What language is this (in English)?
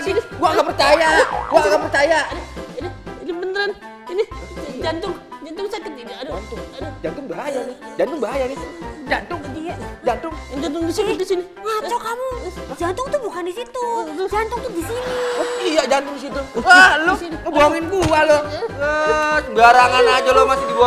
Betawi